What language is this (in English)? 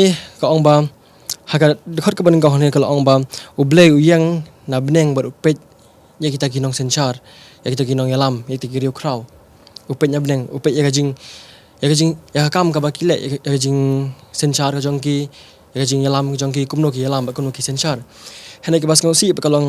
Khasi